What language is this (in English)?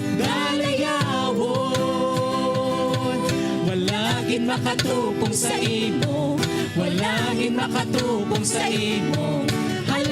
Hiligaynon